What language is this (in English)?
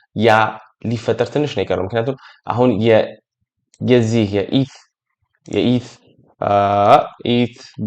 Amharic